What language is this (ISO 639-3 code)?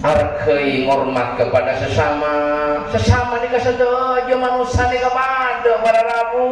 mad